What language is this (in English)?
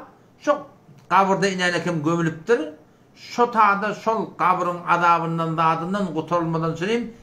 Turkmen